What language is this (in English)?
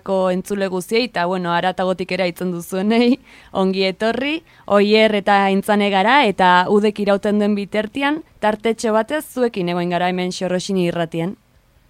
Basque